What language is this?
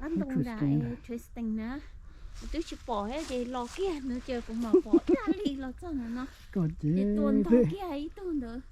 Hmong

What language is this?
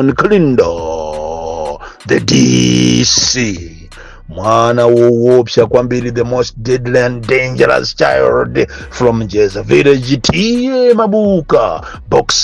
Nyanja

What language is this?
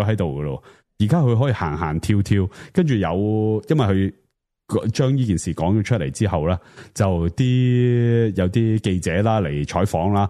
Cantonese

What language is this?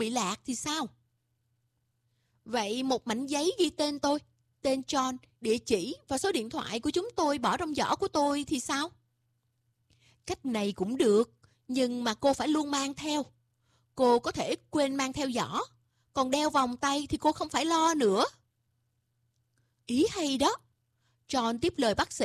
Vietnamese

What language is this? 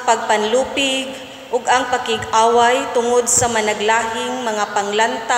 Cebuano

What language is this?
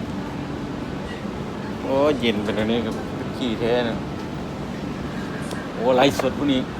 Lao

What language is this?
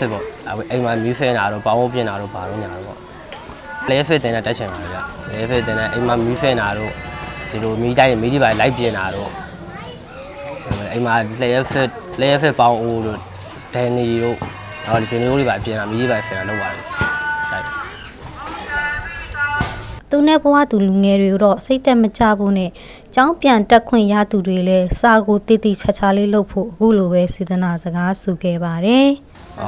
Burmese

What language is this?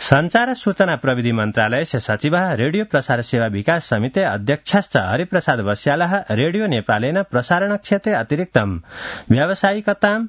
Sanskrit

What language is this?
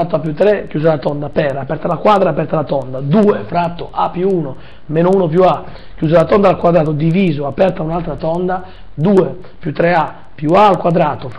Italian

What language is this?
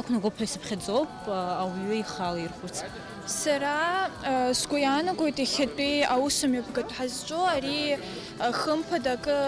Abkhazian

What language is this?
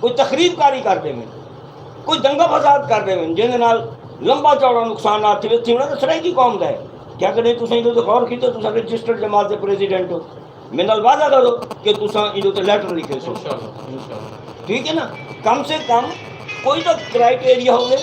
Saraiki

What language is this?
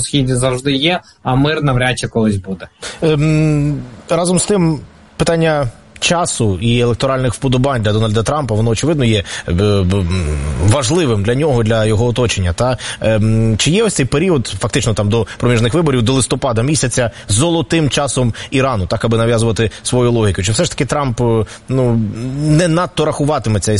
Ukrainian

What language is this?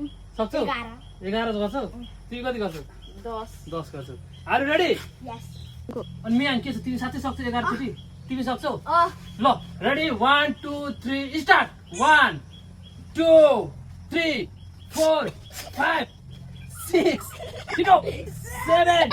Nepali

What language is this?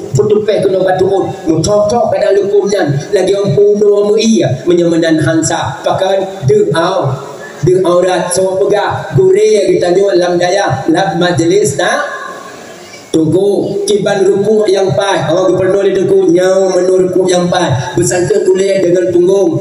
Achinese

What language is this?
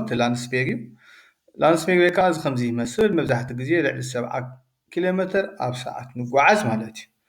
Tigrinya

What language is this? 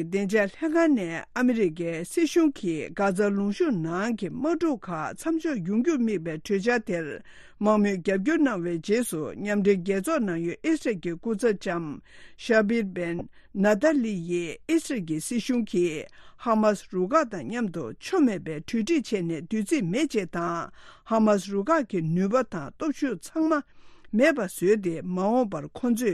Tibetan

